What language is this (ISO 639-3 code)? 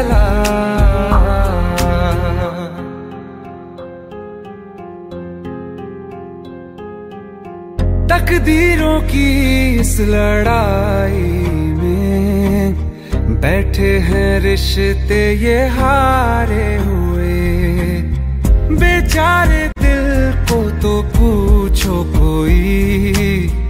hin